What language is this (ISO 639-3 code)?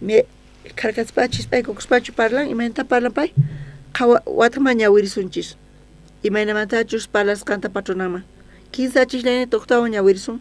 quh